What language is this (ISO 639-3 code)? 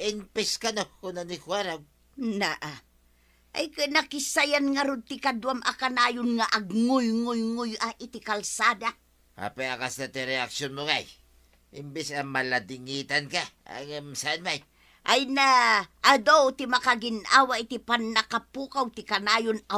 ilo